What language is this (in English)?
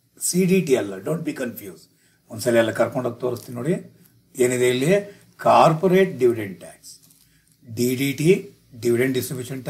Kannada